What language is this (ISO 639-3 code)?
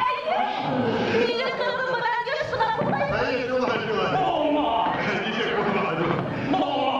bak